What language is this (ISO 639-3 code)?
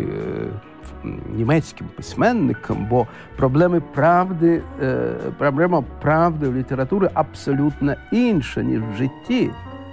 ukr